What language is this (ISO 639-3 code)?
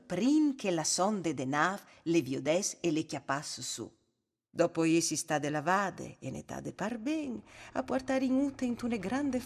fur